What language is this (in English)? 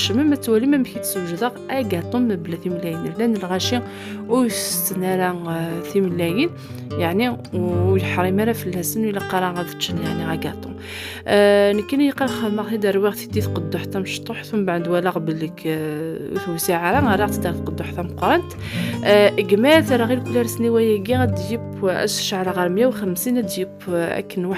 Kabyle